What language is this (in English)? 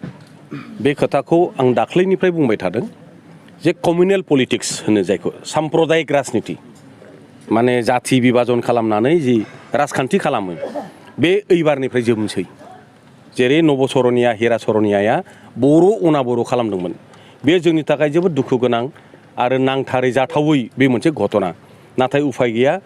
Bodo